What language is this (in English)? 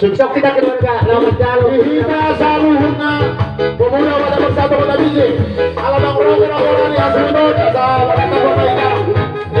Batak Toba